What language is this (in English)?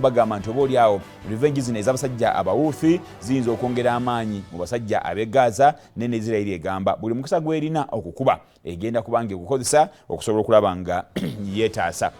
Ganda